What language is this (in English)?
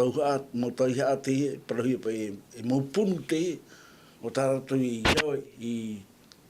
Tahitian